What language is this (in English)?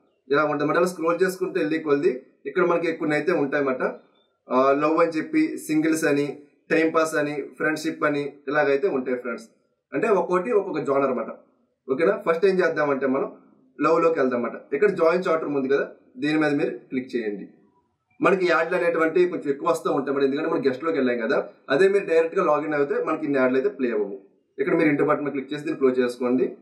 Telugu